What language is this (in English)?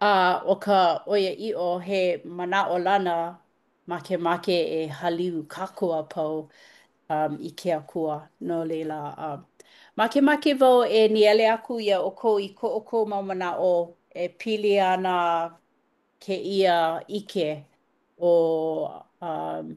Hawaiian